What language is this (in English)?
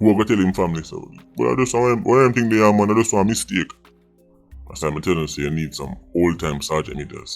Jamaican Creole English